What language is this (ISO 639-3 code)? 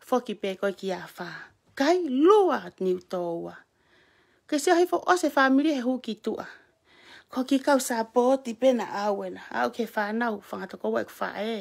ton